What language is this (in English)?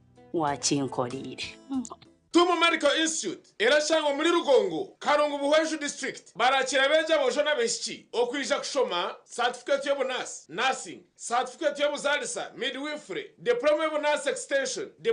Nyankole